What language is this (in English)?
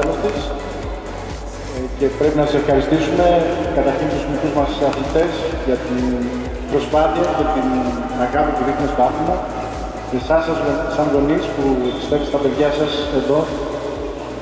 Greek